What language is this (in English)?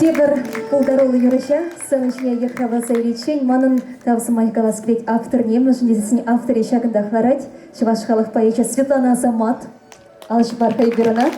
Chuvash